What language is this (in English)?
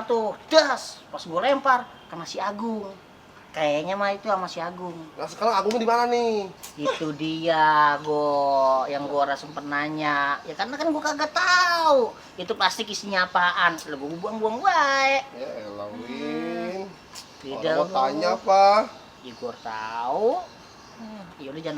Betawi